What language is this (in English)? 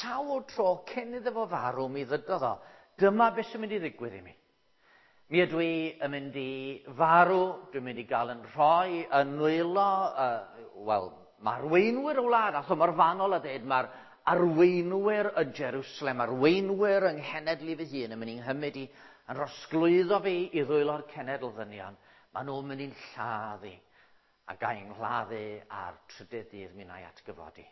Welsh